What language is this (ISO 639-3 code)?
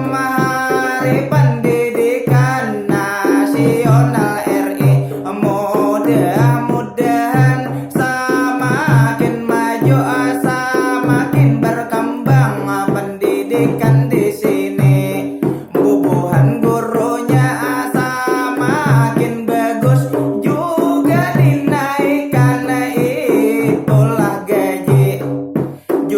bjn